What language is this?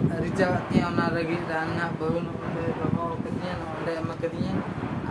Santali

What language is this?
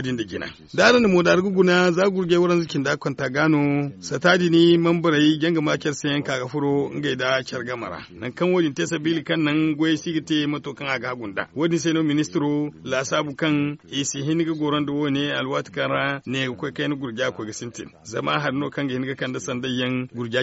Zarma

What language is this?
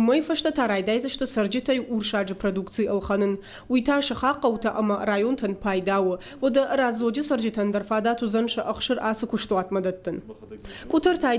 Ossetic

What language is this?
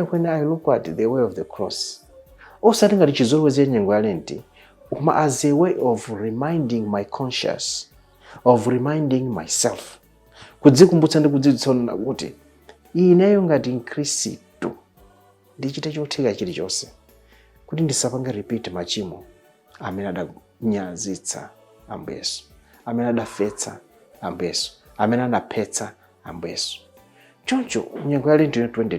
Nyanja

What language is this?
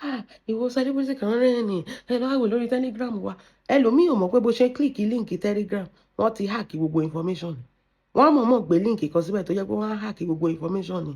Yoruba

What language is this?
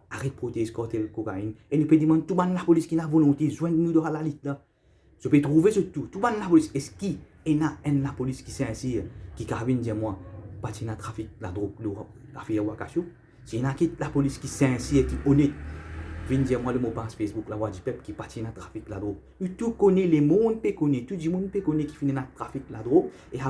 Morisyen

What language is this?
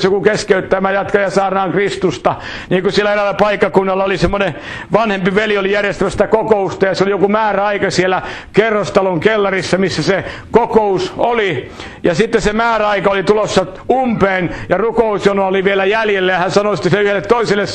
Finnish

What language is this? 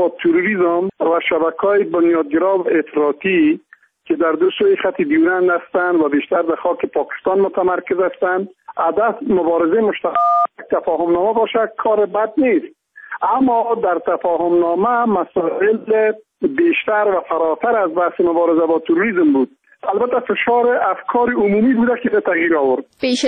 Persian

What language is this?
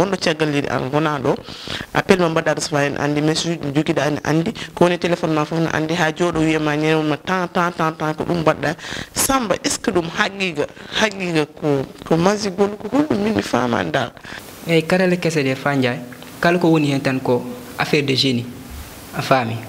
Fula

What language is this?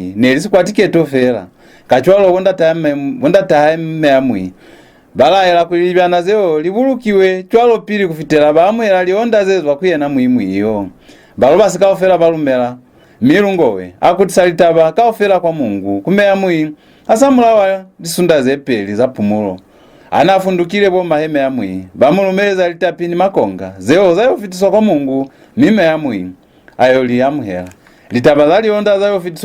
Lozi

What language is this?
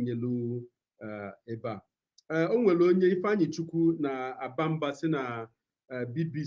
Igbo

